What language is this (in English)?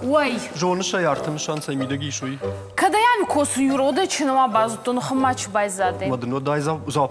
Ossetic